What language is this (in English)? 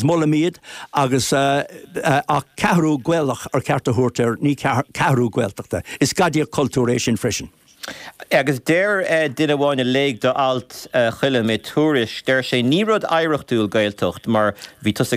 Irish